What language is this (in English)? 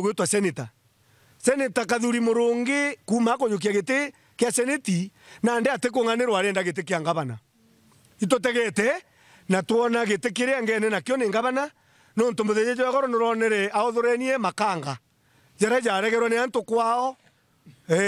Meru